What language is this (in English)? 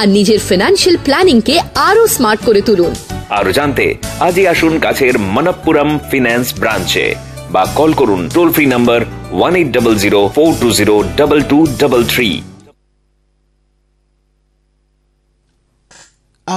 Bangla